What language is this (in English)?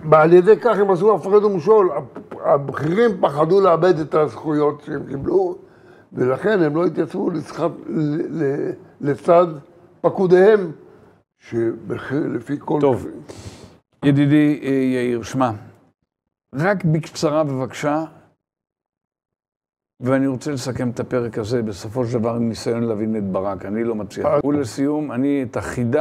Hebrew